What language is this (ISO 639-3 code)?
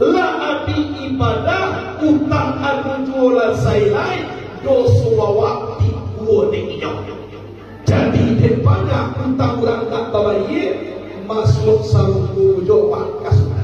min